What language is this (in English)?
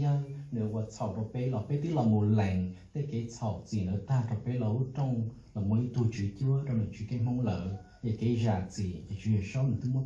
Hmong